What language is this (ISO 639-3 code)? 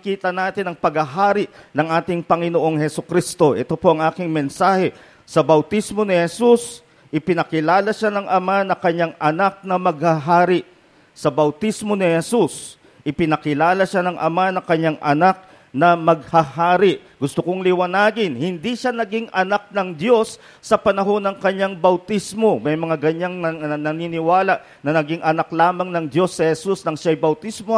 fil